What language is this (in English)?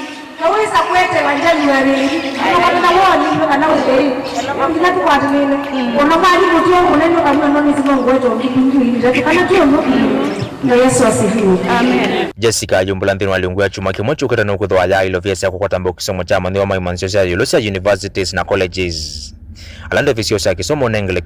Kamba